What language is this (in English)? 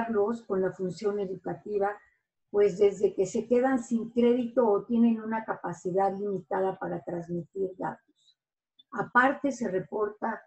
Spanish